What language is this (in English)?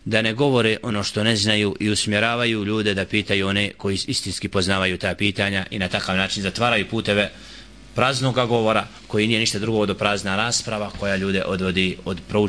Bosnian